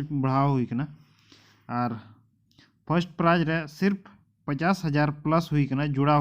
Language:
Santali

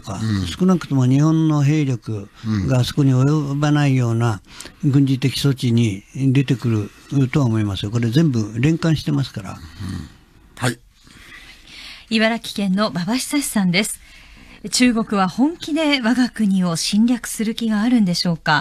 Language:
Japanese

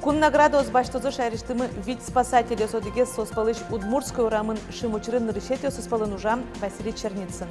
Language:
Udmurt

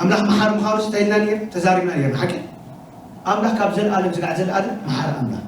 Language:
Tigrinya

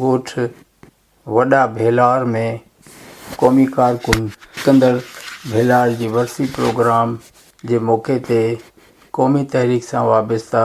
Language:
Sindhi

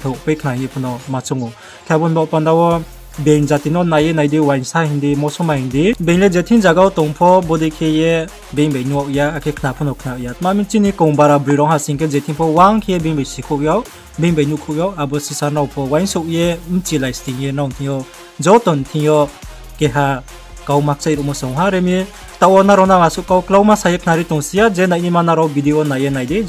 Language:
Riang (India)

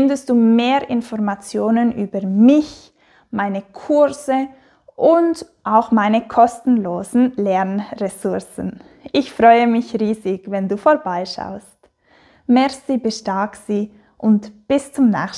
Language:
Swiss German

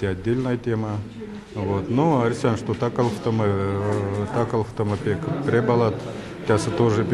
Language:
Erzya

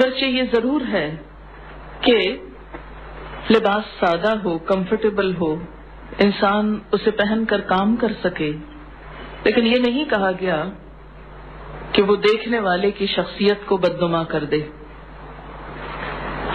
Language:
Urdu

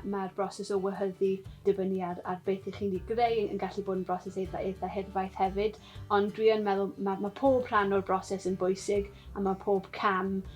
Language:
Welsh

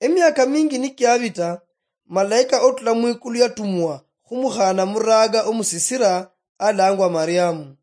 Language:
Luyia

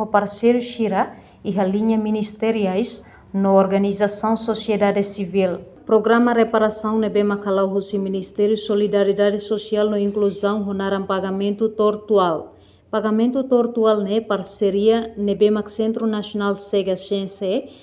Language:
Tetum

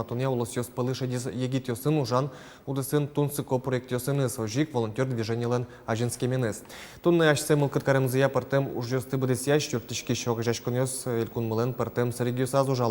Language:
Udmurt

